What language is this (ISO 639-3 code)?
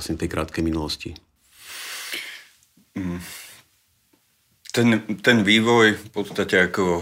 slk